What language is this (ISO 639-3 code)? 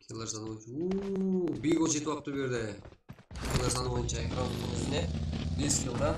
kaa